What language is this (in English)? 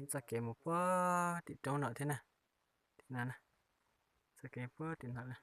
Hmong